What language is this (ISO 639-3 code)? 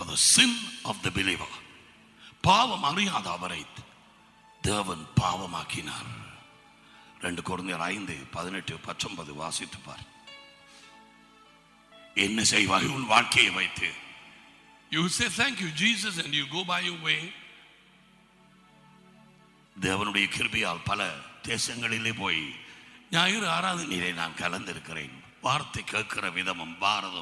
tam